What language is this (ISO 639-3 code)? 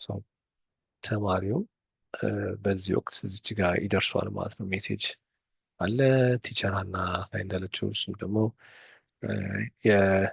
amh